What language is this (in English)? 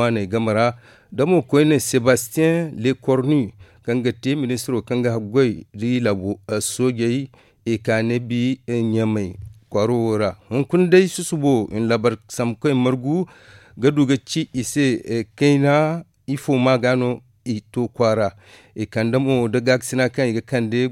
Zarma